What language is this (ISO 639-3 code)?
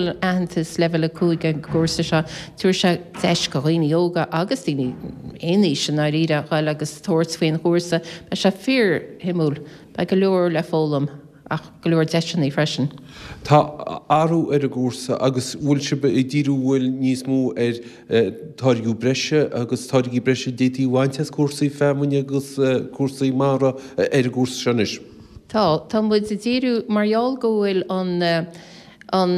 gle